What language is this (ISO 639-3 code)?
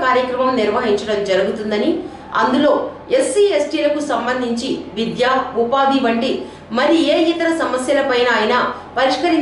tel